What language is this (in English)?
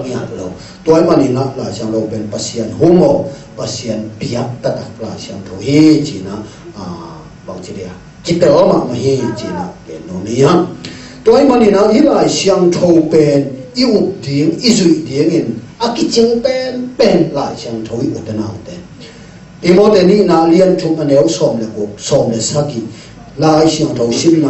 Tedim Chin